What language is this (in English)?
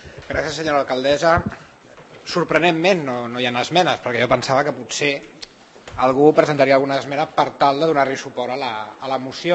Catalan